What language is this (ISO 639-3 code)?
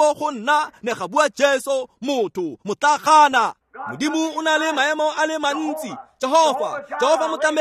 tsn